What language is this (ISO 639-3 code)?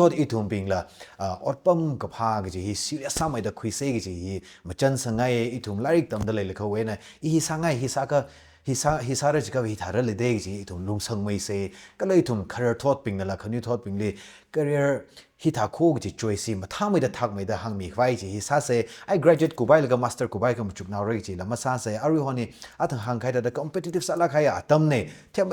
nmf